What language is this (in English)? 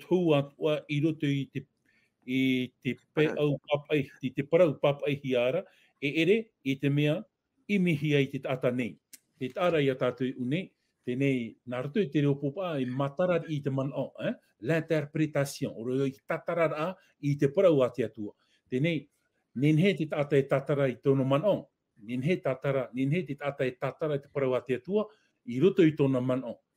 Tahitian